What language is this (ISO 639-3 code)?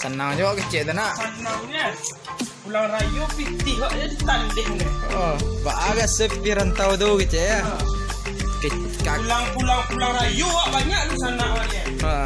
min